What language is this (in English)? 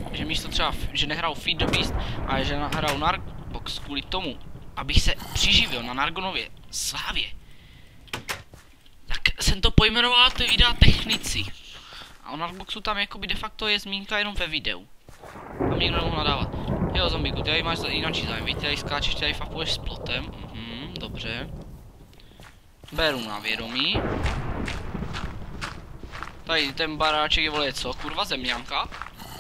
Czech